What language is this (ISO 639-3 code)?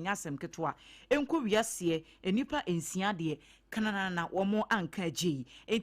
aka